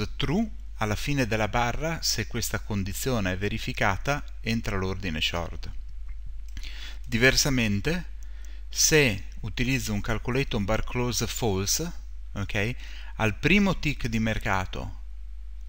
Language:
Italian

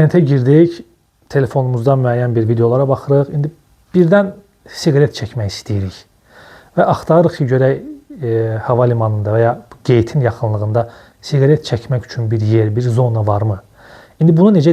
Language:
Azerbaijani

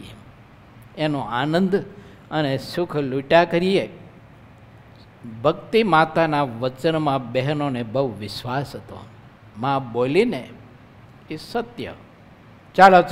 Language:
Gujarati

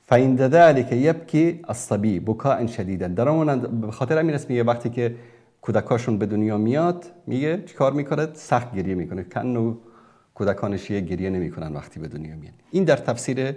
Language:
Persian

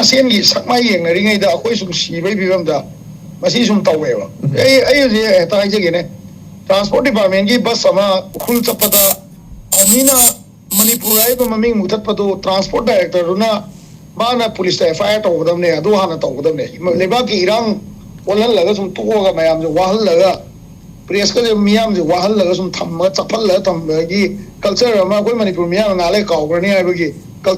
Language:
Manipuri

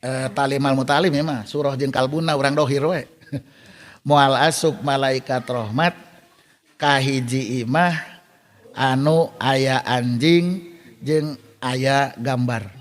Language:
Sundanese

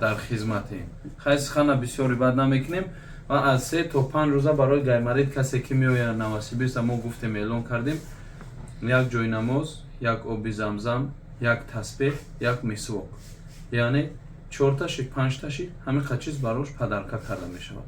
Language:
Tajik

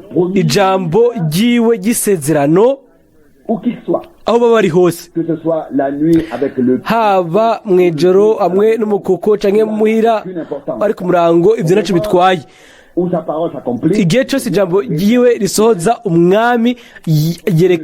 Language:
Rundi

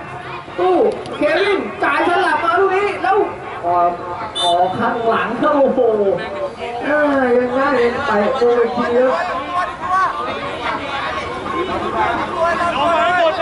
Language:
Thai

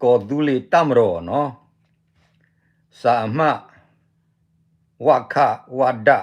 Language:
S'gaw Karen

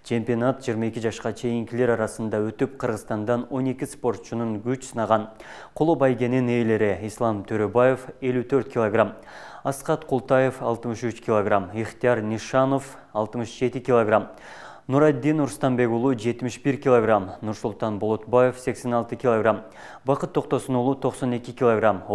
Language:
Kyrgyz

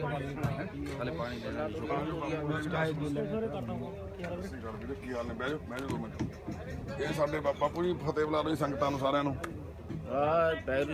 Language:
Punjabi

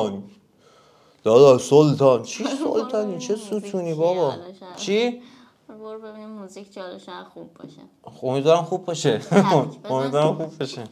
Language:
Persian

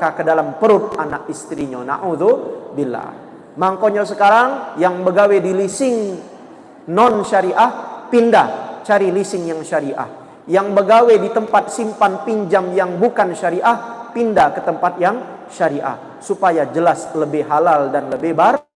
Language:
Musi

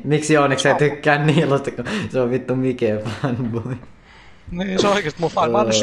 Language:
Finnish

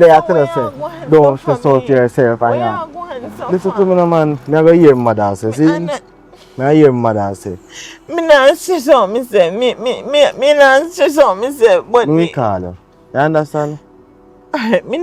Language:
Jamaican Creole English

